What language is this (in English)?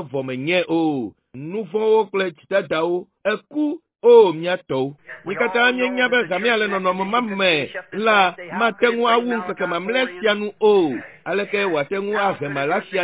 Ewe